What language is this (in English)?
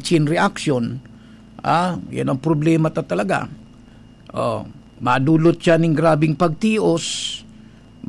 Bikol